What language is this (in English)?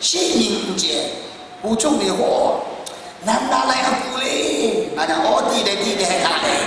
Kachin